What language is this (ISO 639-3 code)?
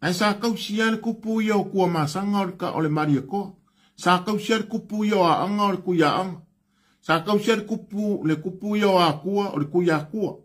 smo